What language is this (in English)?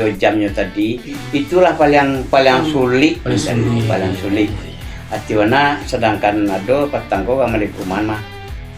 Minangkabau